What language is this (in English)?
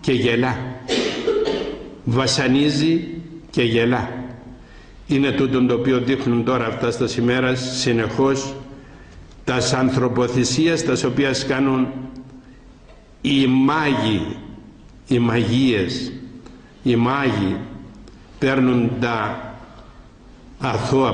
Greek